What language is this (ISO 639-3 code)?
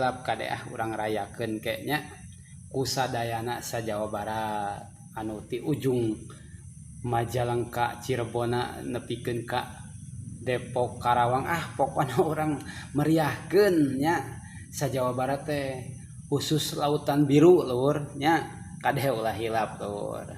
sun